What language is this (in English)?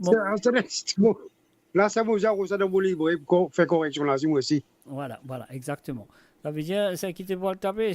Morisyen